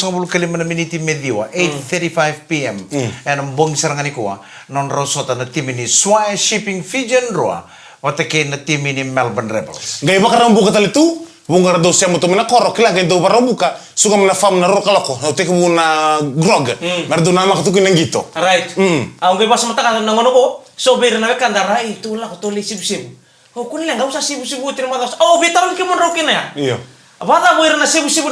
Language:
Fijian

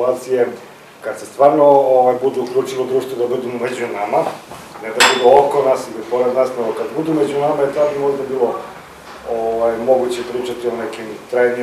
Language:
Serbian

